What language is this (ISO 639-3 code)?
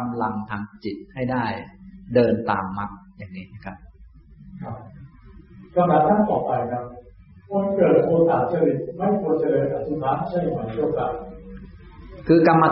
tha